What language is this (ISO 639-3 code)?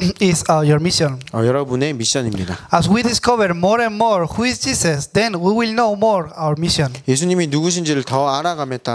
eng